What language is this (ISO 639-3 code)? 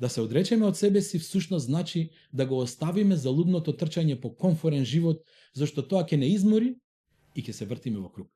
mkd